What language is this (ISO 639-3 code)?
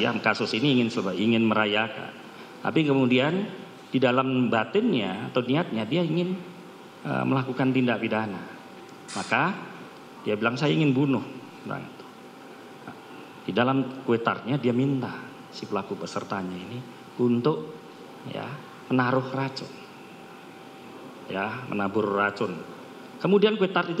ind